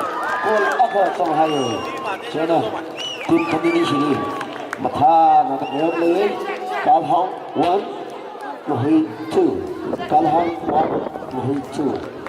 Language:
Tangkhul Naga (India)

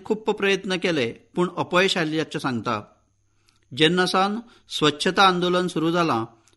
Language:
Konkani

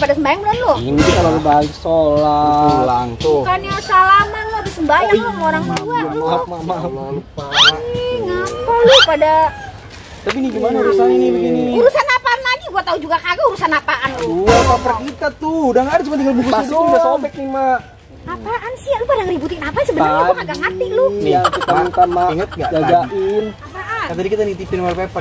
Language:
Betawi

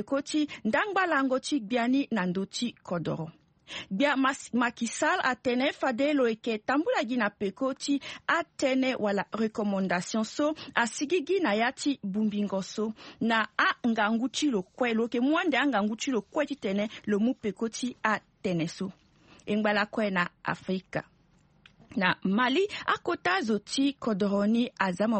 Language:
Sango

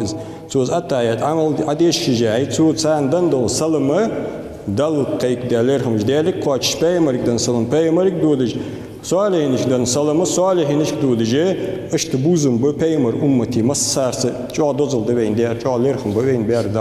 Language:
Ingush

